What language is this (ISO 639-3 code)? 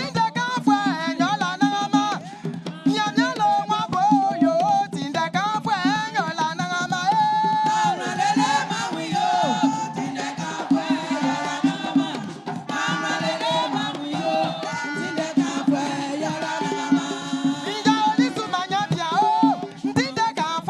bci